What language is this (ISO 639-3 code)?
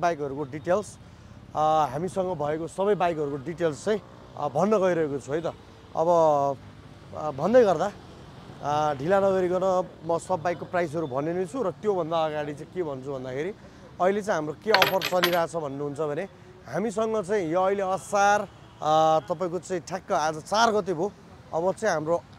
nep